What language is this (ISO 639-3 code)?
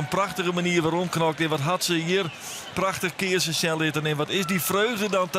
fry